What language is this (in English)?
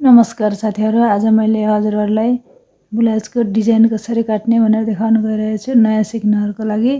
Nepali